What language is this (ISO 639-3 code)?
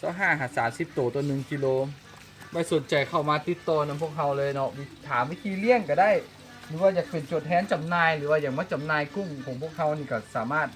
lao